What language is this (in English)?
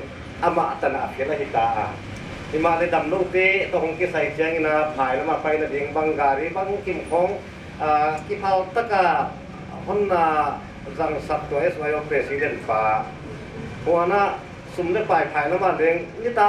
Paite Chin